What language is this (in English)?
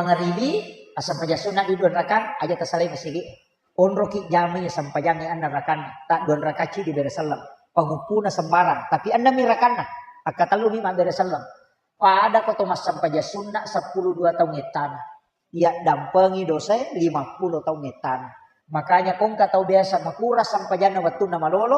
Buginese